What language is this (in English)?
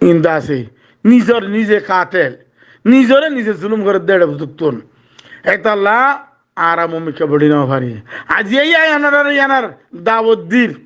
Rohingya